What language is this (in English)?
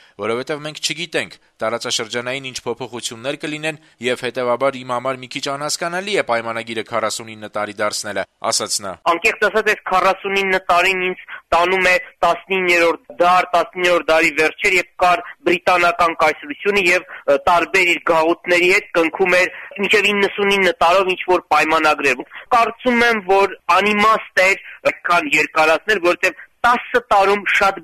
Armenian